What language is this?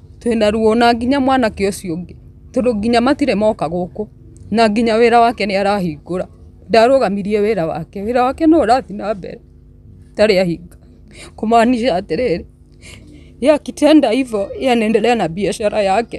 Kikuyu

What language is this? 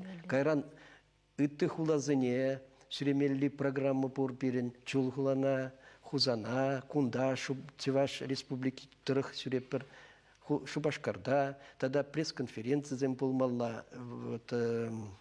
Chuvash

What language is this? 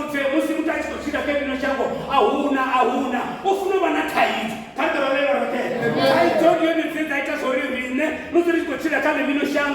Venda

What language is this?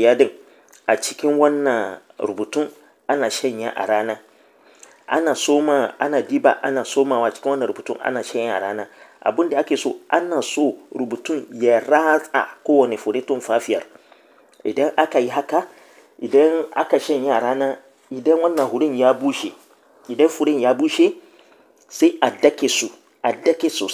Hausa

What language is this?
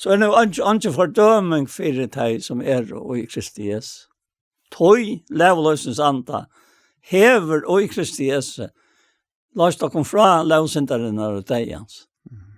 Faroese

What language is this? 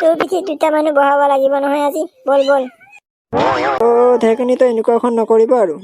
Assamese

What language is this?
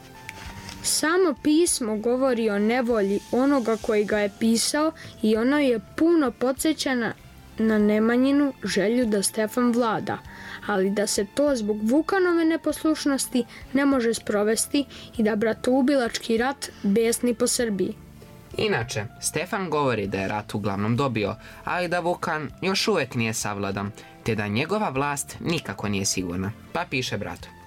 Serbian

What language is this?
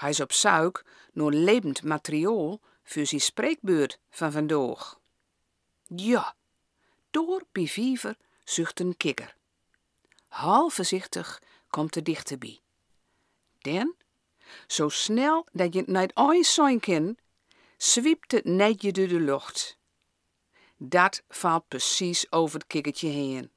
Gronings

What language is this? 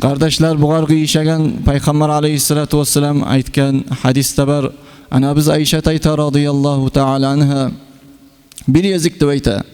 Kumyk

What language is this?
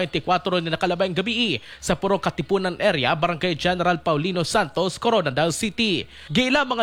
Cebuano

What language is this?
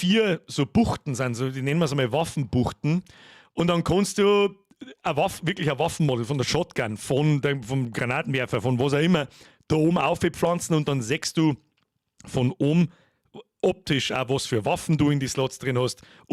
Bavarian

